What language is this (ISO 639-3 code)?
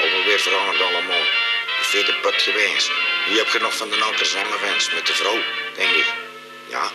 lim